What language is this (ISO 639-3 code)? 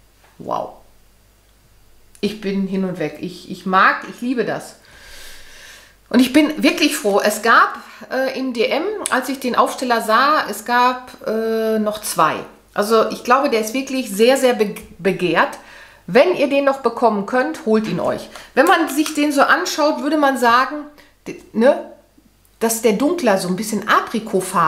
deu